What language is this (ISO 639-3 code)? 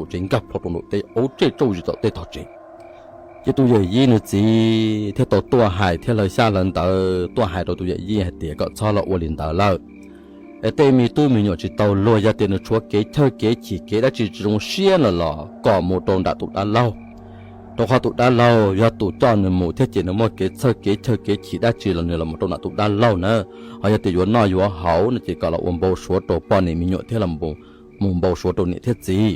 hmn